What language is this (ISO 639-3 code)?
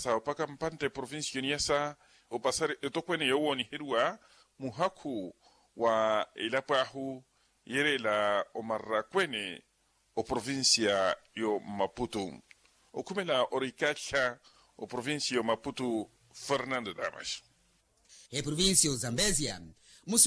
vmw